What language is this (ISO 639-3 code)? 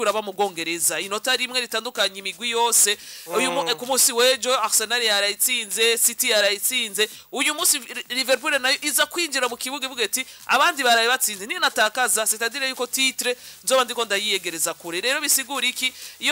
run